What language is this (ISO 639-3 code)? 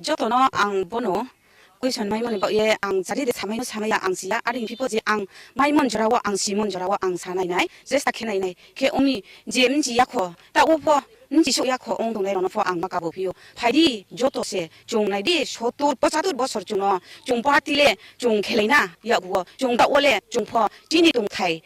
trp